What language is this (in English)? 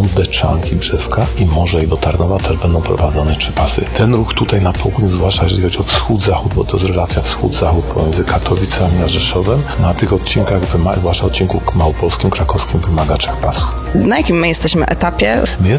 Polish